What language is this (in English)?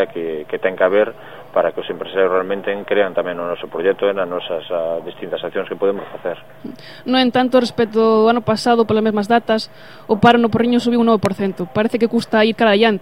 Galician